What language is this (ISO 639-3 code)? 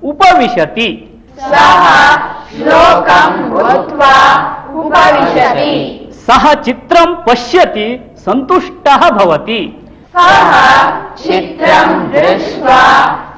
san